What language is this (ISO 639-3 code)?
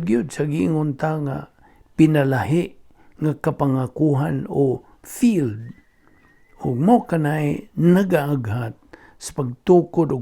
ceb